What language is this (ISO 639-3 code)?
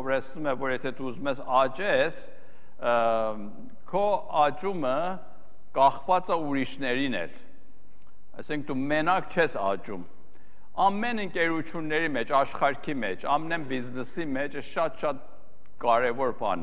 hye